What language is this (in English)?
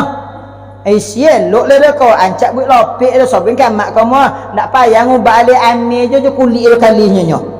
Minangkabau